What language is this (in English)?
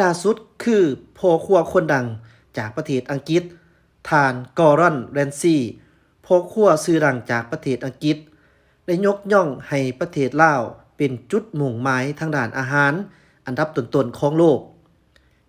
Lao